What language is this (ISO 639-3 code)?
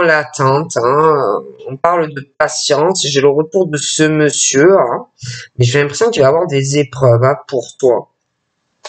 fra